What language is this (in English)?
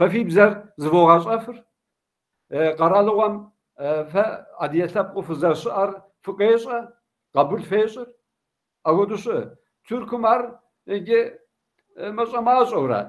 Kabardian